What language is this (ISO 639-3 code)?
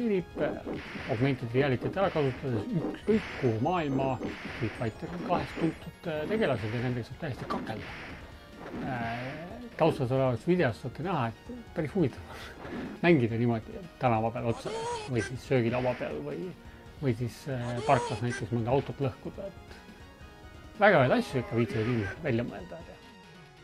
est